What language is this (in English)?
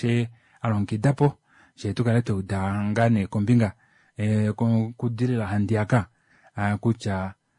Kuanyama